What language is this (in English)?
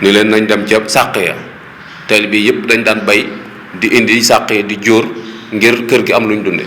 Wolof